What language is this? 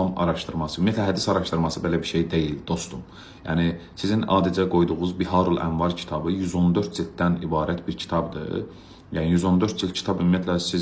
Azerbaijani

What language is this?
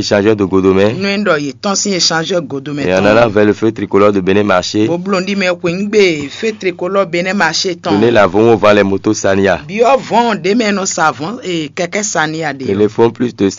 Fon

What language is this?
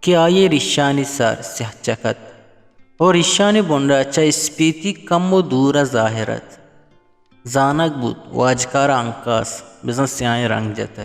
Eastern Balochi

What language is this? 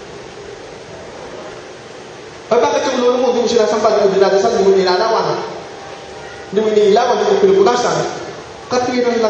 Filipino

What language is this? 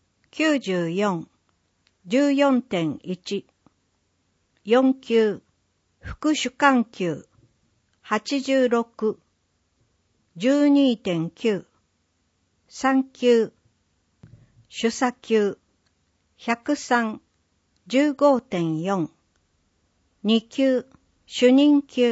Japanese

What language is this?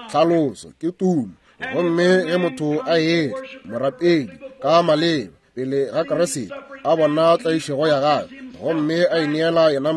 Northern Sotho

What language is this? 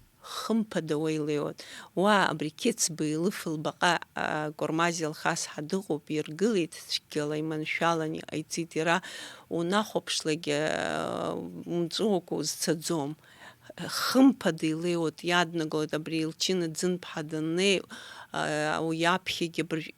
Abkhazian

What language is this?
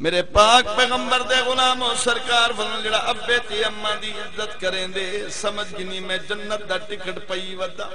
Saraiki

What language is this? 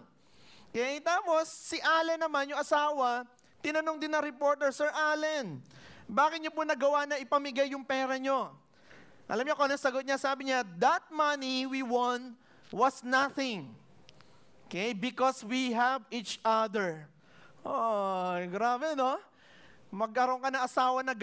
Filipino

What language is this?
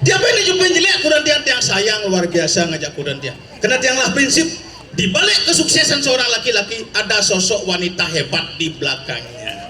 Balinese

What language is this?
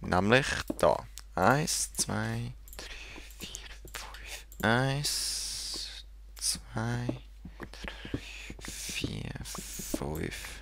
Swiss German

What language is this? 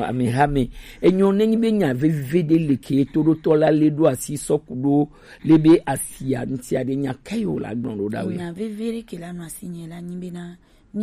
Gen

